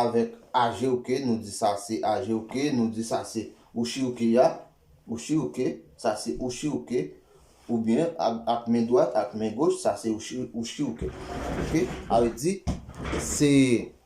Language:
Haitian Creole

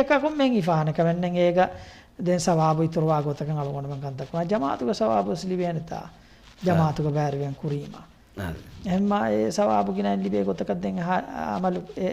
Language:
Divehi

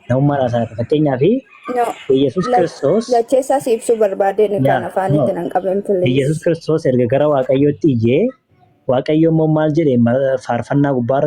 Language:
Oromo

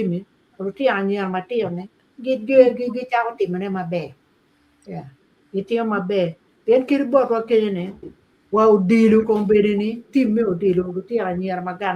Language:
Acoli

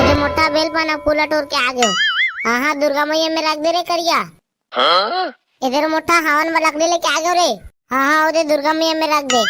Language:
Chhattisgarhi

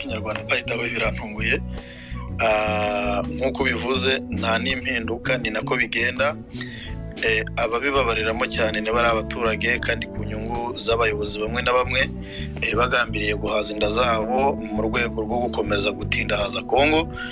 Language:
Kinyarwanda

